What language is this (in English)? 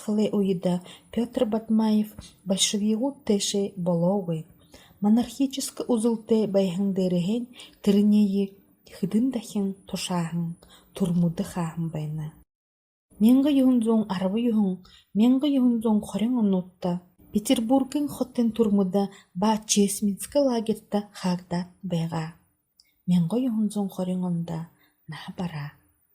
Buriat